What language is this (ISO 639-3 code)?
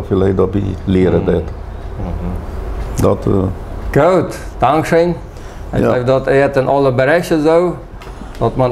pdt